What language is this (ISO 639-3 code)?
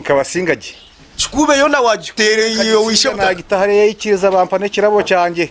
nyn